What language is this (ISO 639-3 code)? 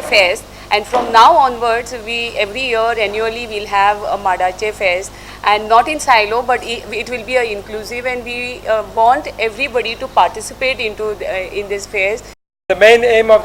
kok